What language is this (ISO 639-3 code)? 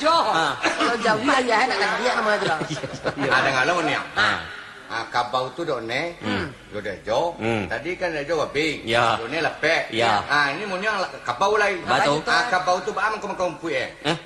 min